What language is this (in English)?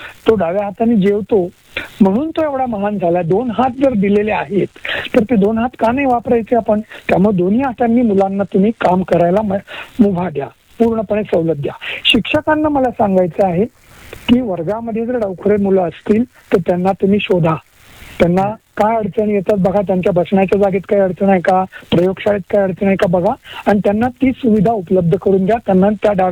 Marathi